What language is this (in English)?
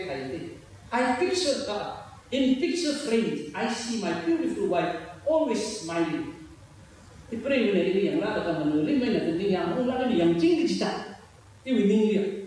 Tangkhul Naga (India)